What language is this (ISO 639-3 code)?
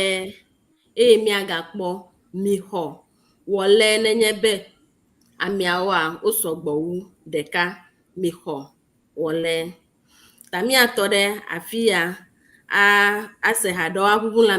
ewe